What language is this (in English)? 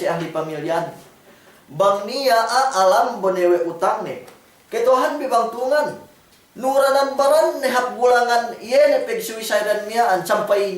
Yakan